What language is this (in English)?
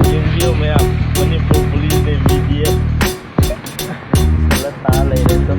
Manipuri